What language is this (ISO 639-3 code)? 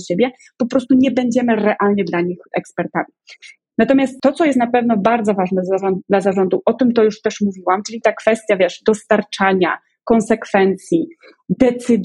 pol